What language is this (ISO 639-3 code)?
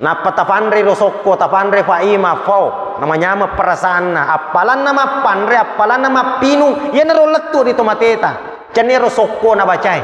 bug